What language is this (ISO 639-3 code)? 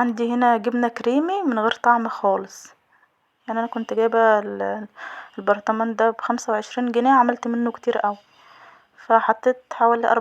arz